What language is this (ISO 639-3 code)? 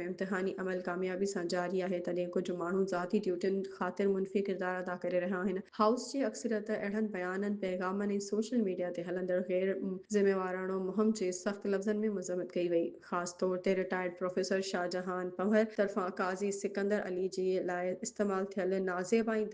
snd